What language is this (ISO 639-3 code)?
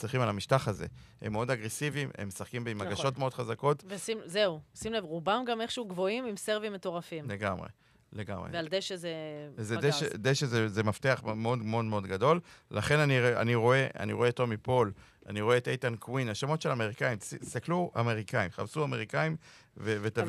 heb